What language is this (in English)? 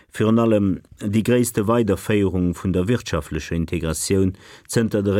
Luxembourgish